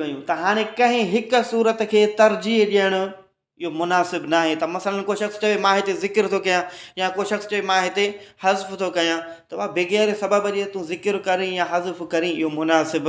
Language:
Sindhi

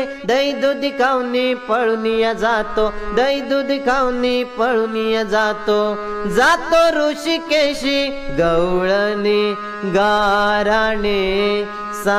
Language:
Marathi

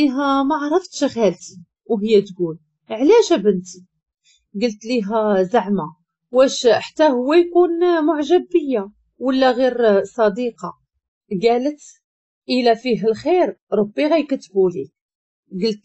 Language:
Moroccan Arabic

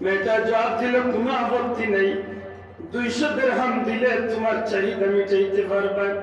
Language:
Sylheti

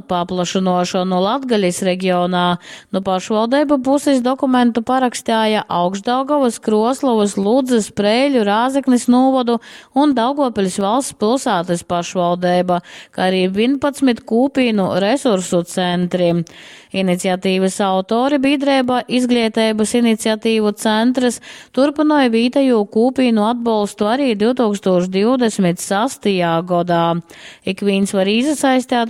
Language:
Latgalian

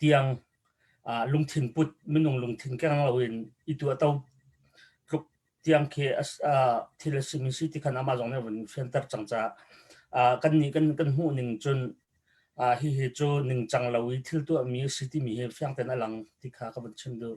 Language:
Hakha Chin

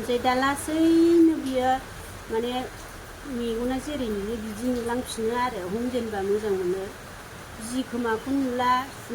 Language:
Bodo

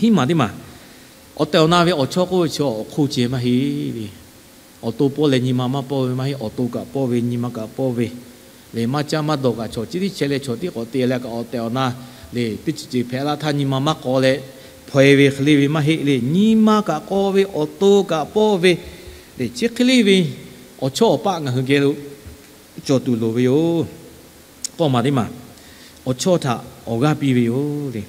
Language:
Lahu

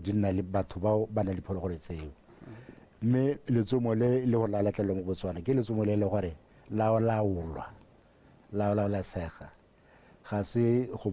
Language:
Tswana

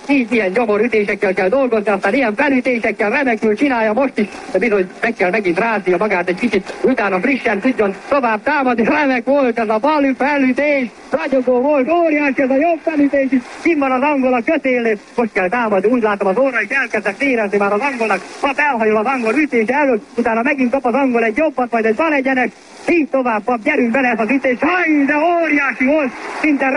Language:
Hungarian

